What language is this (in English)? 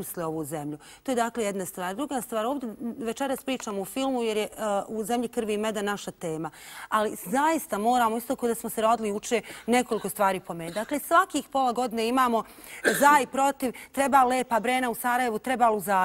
Bosnian